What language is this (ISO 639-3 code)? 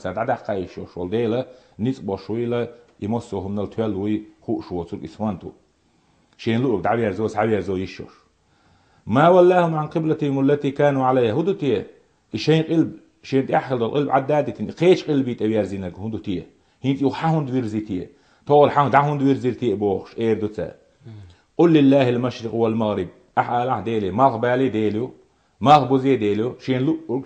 che